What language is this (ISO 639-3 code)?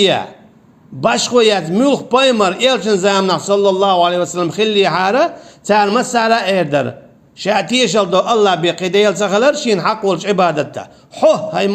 che